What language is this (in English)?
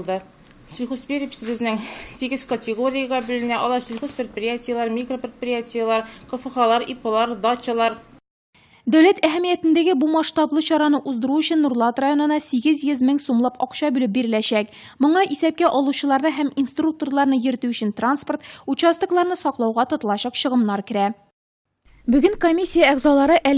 Tatar